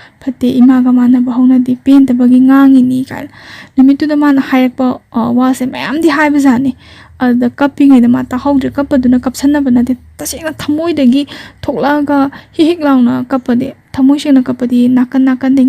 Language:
Manipuri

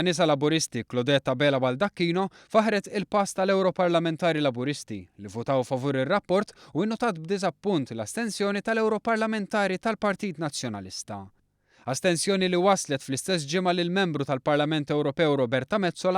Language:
Maltese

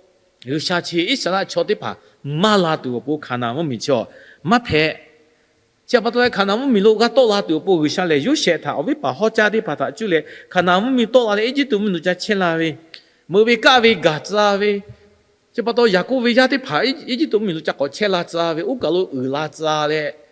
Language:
Lahu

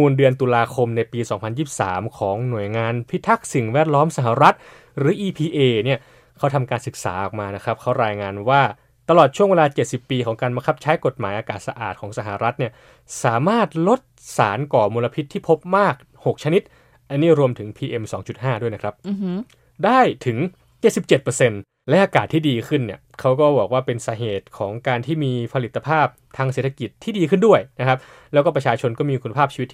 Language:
Thai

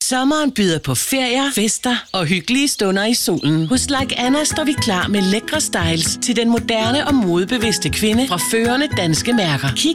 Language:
Danish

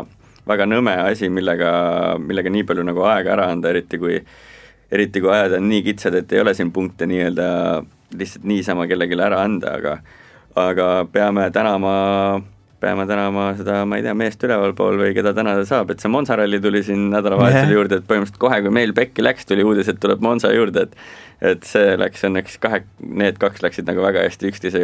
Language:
Estonian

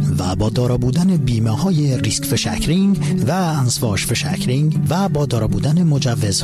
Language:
Persian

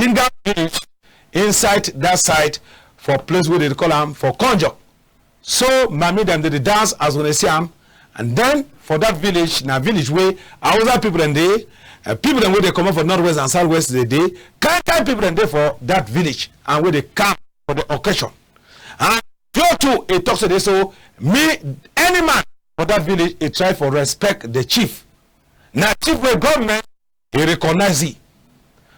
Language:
Cameroon Pidgin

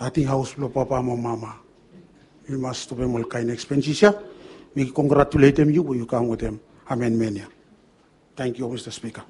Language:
Bislama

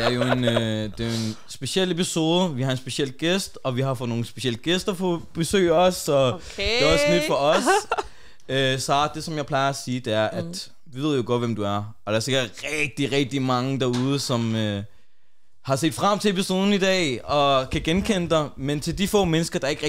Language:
Danish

